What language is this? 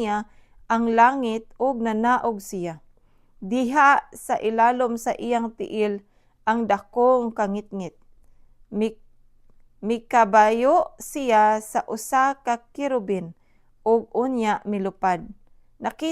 Cebuano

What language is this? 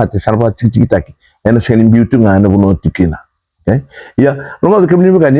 Fijian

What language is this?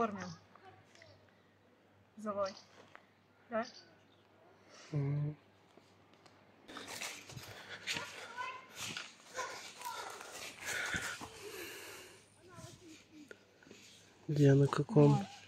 Russian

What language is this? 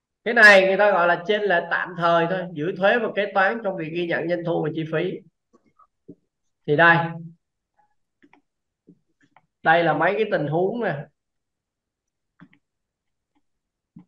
Vietnamese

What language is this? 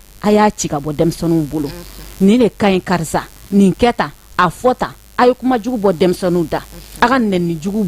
Bambara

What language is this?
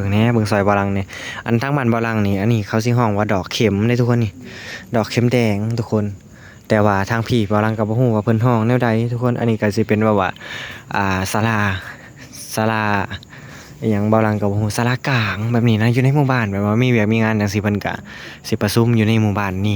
Lao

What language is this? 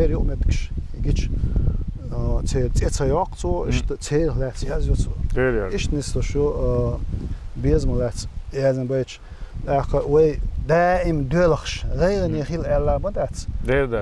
Chechen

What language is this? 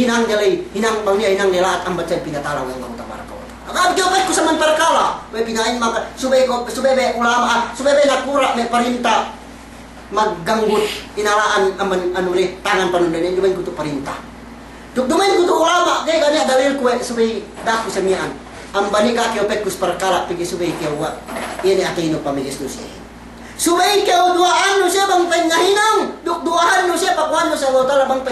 Yakan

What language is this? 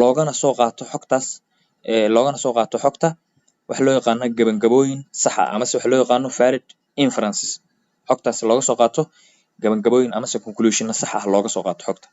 Somali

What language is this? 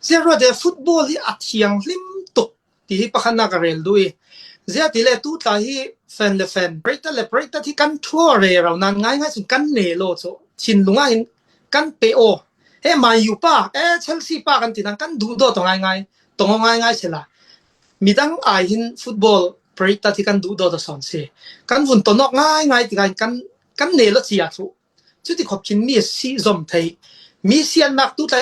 Falam Chin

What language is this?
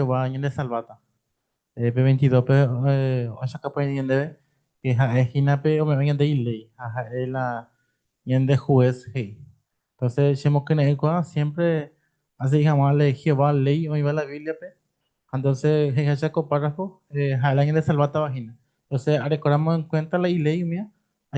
Guarani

